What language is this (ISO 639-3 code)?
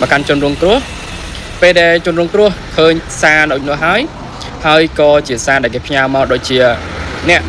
khm